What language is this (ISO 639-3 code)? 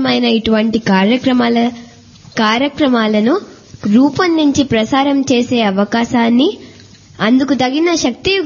tel